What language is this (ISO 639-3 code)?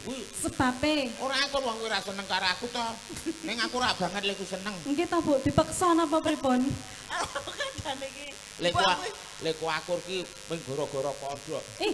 jav